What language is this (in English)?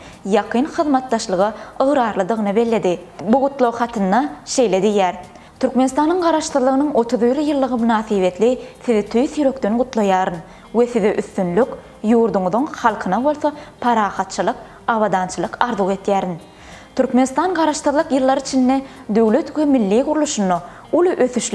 Turkmen